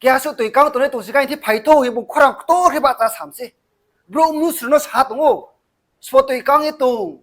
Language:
Riang (India)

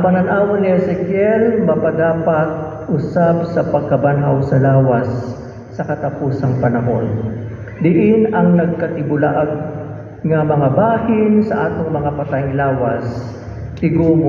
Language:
Cebuano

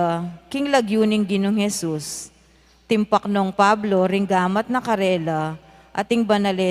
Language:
Pampanga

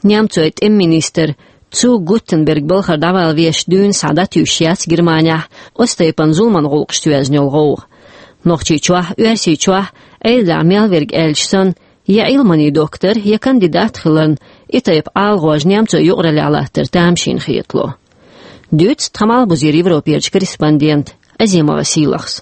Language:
Chechen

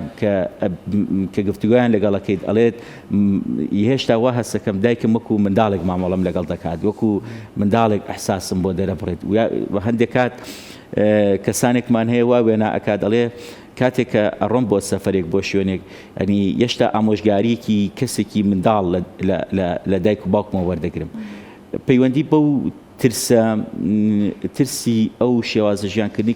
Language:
Central Kurdish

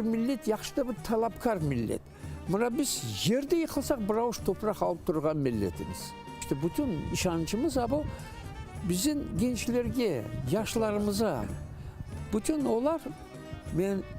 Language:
Crimean Tatar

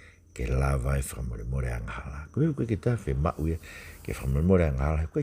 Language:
Tongan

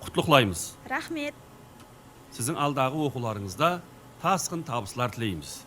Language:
Kara-Kalpak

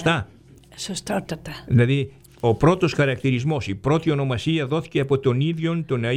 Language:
Greek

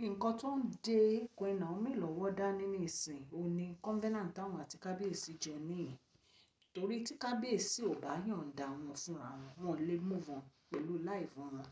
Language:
Yoruba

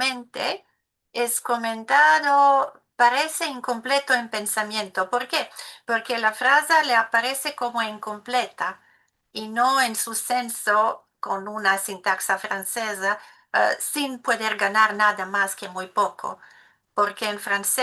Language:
Ladino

